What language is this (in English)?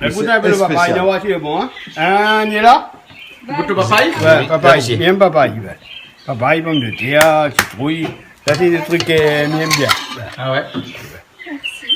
Réunion Creole French